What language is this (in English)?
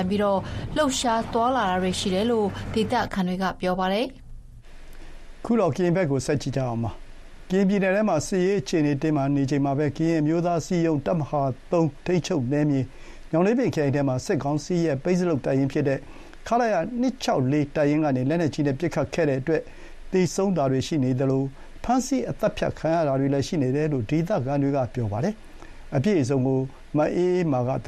Burmese